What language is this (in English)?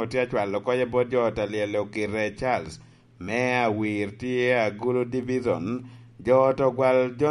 Lango (Uganda)